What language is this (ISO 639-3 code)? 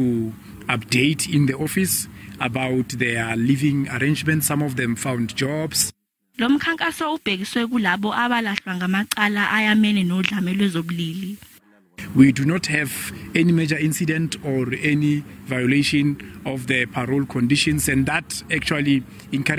zul